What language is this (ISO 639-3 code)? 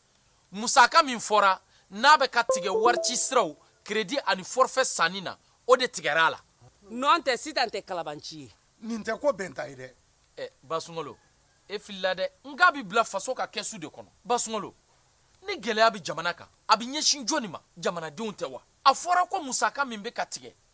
bam